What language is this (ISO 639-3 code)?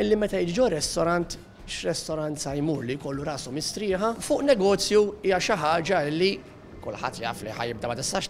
mlt